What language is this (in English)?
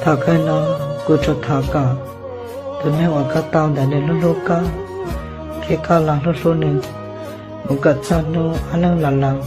Hmong